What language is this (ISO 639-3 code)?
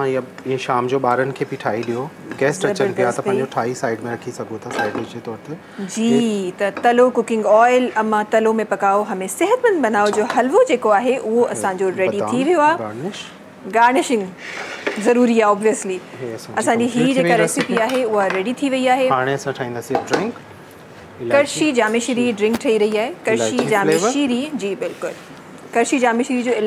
snd